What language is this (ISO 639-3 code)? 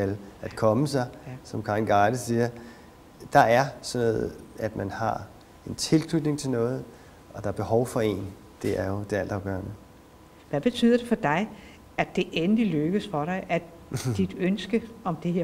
dan